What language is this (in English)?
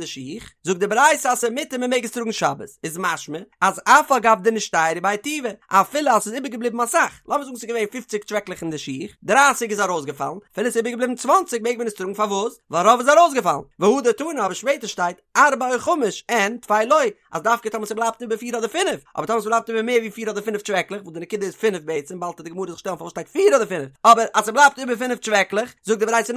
Yiddish